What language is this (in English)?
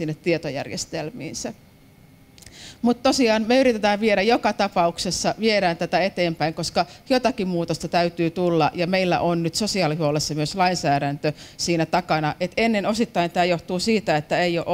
Finnish